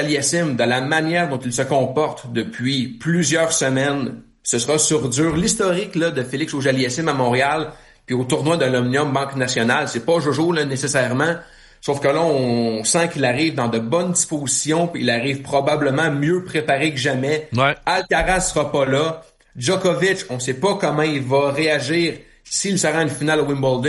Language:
French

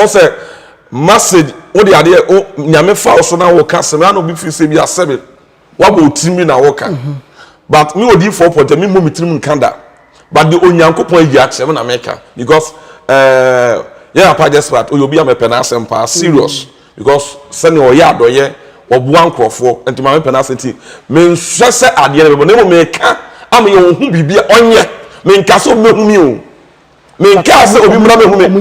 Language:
Akan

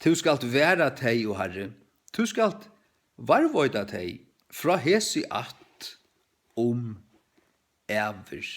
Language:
Faroese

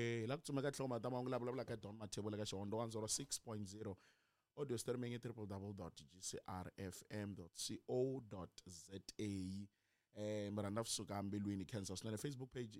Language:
Tsonga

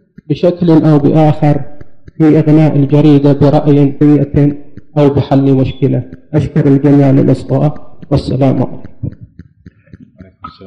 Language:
Arabic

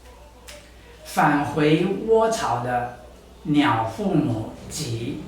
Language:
Taroko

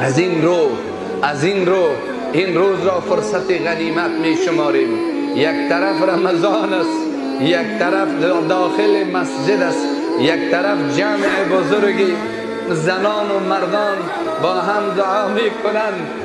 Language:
Persian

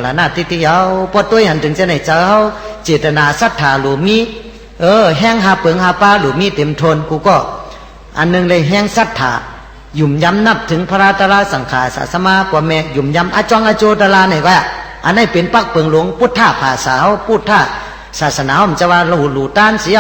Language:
Shan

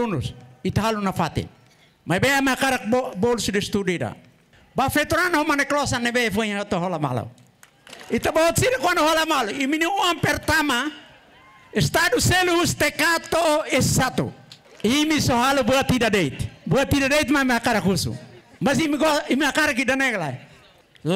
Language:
Tetum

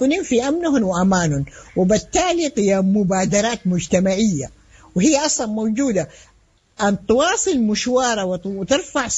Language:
Sudanese Arabic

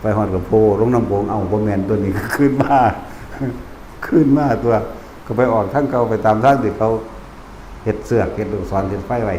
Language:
Lao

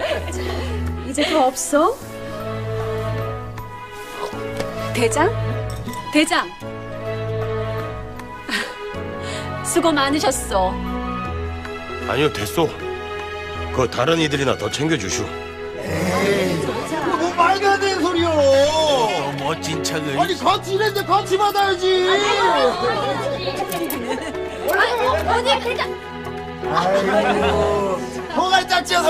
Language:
Korean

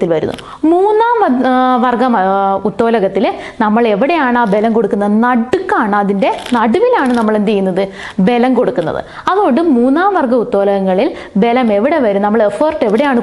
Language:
Malayalam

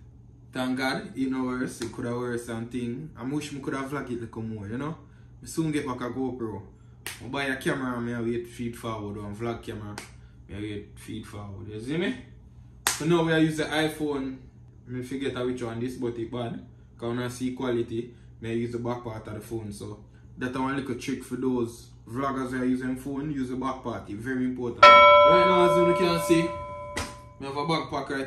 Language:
Jamaican Creole English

